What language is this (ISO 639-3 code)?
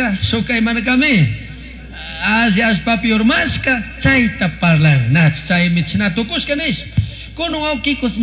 qug